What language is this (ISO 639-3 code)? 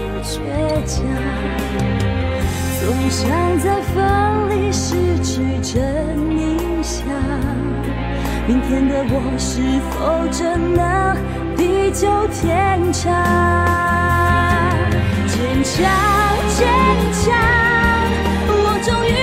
zho